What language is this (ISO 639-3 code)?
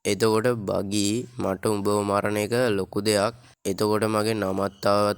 sin